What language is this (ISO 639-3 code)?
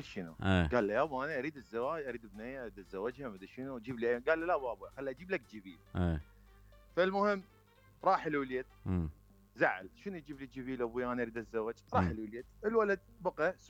acm